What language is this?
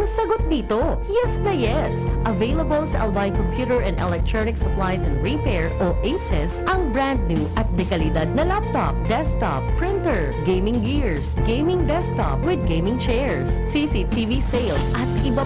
Bikol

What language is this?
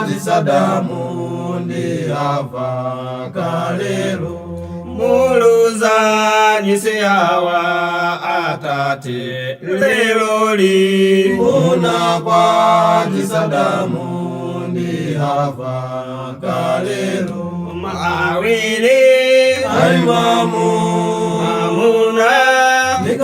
Nyanja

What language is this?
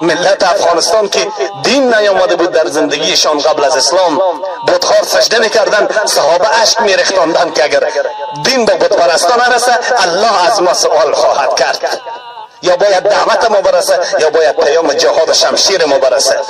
Persian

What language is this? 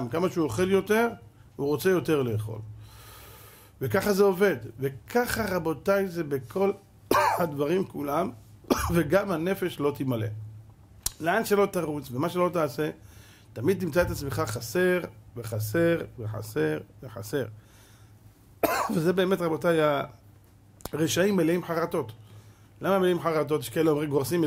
Hebrew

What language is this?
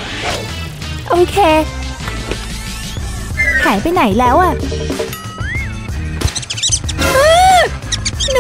Thai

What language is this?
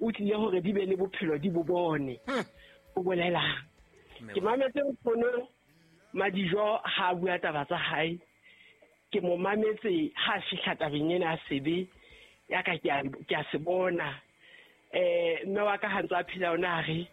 Southern Sotho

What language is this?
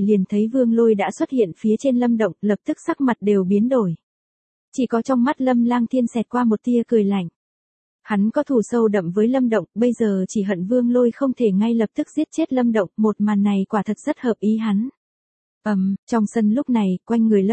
Vietnamese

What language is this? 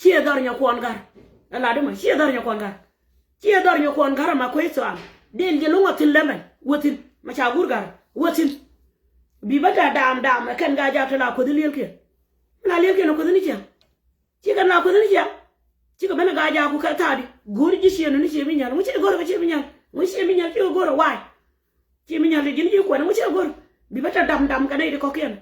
Nuer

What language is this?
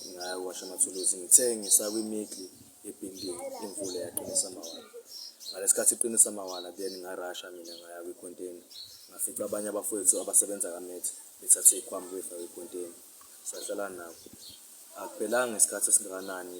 Zulu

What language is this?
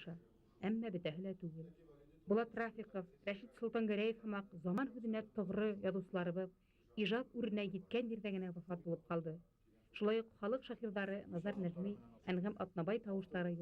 Bashkir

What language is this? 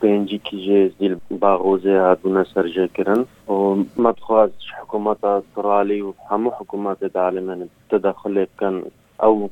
Kurdish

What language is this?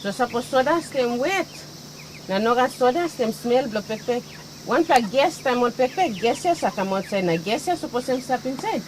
Tok Pisin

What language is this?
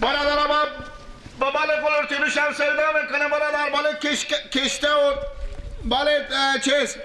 Persian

